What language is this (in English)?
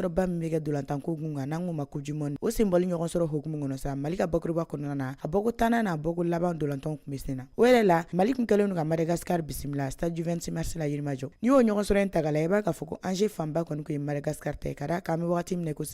Bambara